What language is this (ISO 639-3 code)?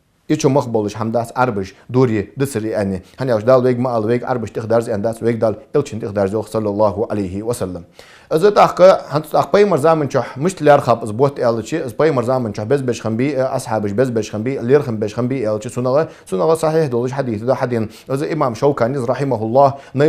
inh